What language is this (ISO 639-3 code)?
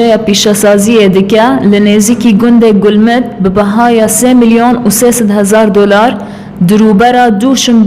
kur